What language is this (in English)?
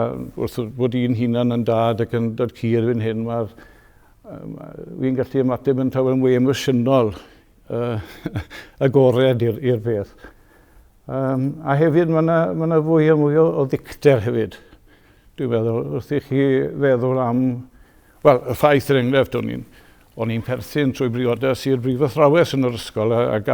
Welsh